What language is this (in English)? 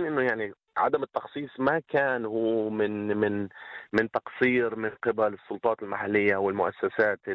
North Levantine Arabic